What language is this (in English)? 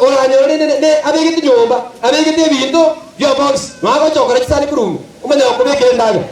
Gusii